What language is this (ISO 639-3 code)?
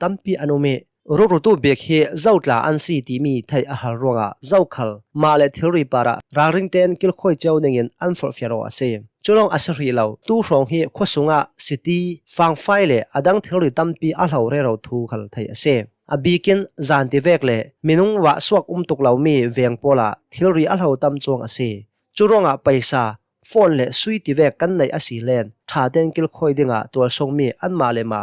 cnh